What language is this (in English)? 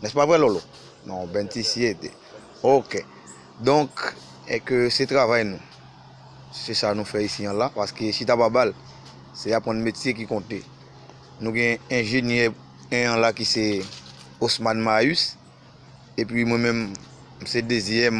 Haitian Creole